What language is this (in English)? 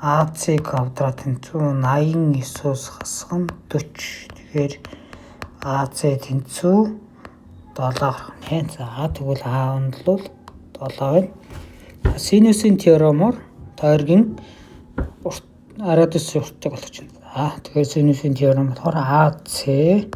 Mongolian